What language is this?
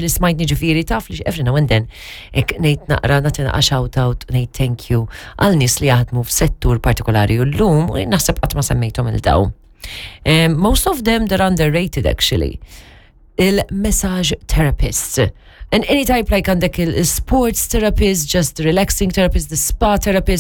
Maltese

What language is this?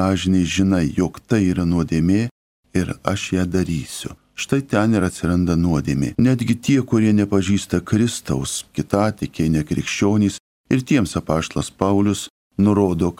Lithuanian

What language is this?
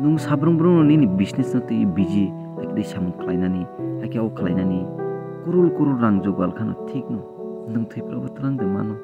Kok Borok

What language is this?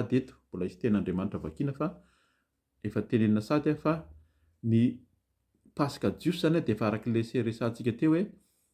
Malagasy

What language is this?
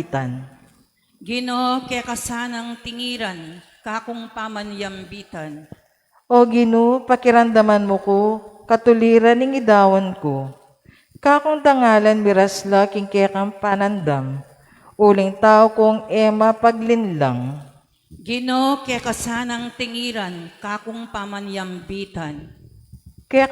Pampanga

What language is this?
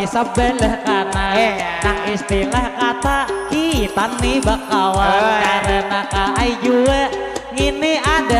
Banjar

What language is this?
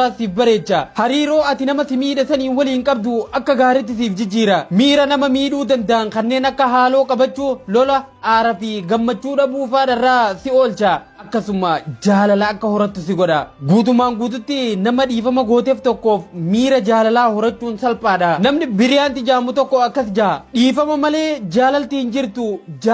Oromo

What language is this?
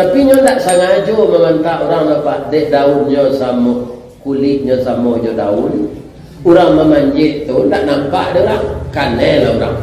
Minangkabau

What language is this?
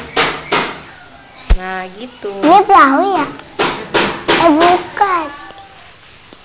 Indonesian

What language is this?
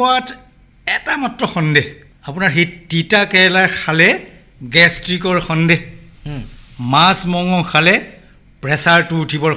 Assamese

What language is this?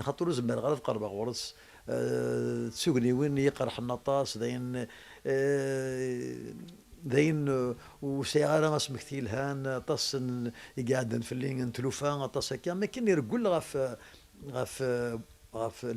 Kabyle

